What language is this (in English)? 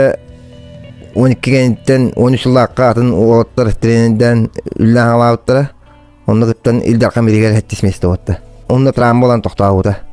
Yakut